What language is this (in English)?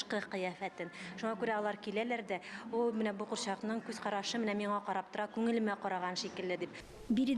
Tatar